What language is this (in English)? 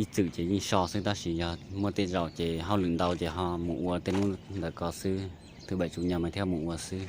Hmong